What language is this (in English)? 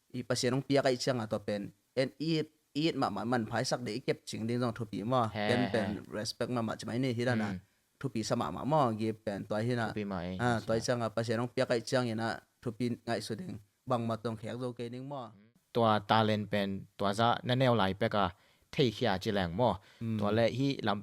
Tedim Chin